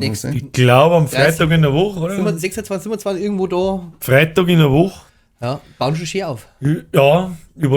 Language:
Bavarian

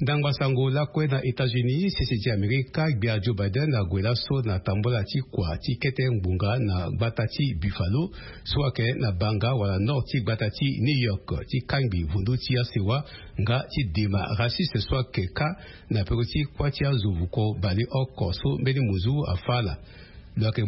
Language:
Sango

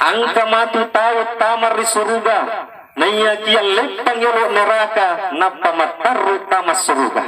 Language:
Buginese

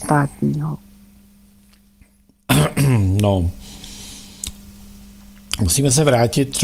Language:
Czech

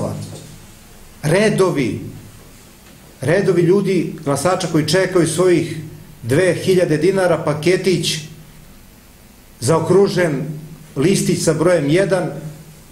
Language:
Serbian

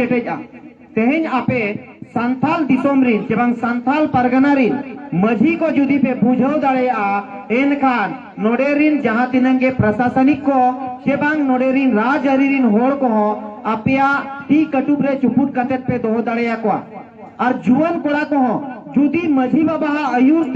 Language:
Santali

